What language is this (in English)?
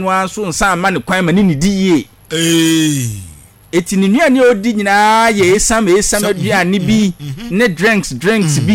Akan